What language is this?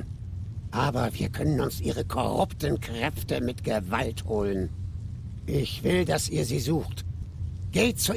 Swiss German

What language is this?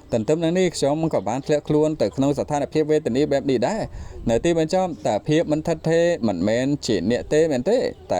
Khmer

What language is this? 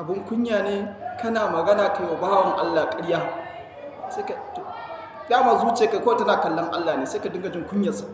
Hausa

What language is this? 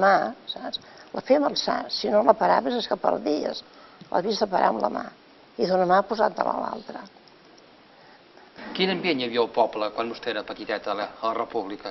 Catalan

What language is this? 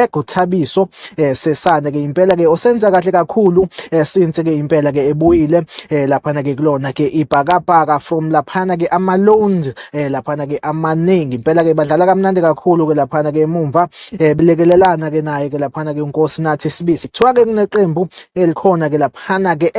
Zulu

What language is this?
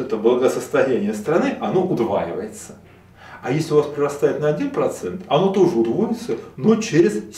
Russian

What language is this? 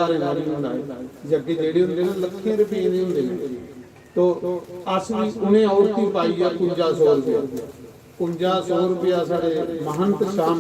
Dogri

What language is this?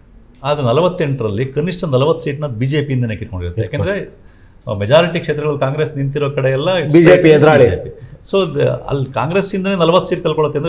Kannada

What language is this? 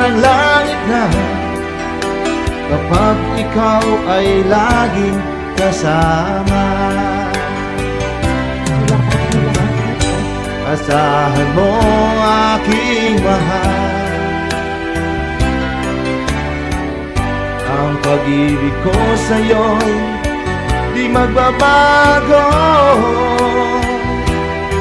Filipino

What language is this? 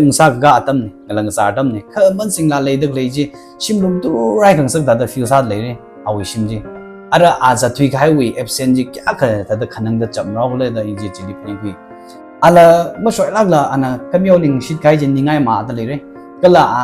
Tangkhul Naga (India)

